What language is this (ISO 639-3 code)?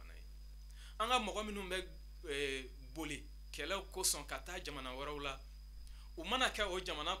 bam